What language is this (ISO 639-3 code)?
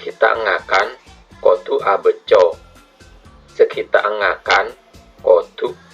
mad